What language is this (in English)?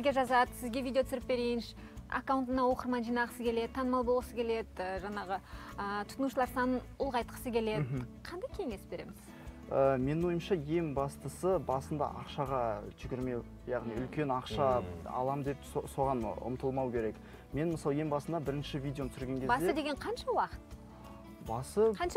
Kazakh